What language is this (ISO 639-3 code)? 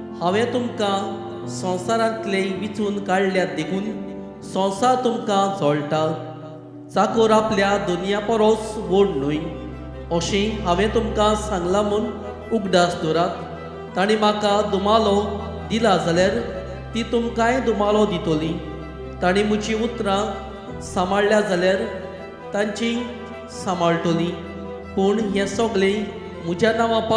kok